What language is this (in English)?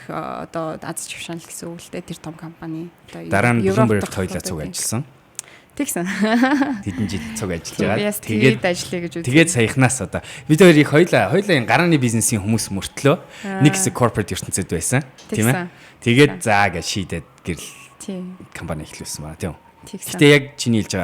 Mongolian